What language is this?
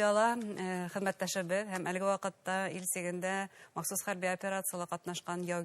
Bashkir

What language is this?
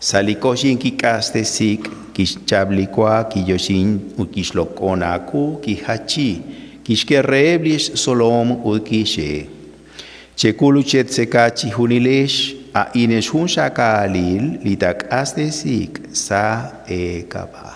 Kekchí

